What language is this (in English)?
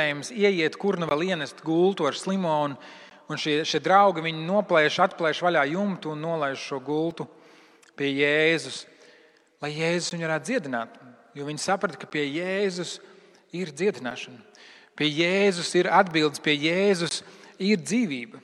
Latvian